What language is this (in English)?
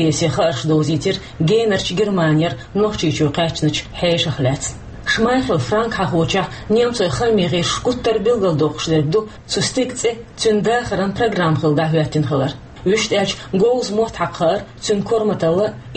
Chechen